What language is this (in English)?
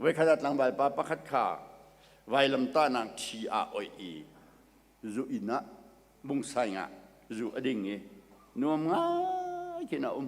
Hakha Chin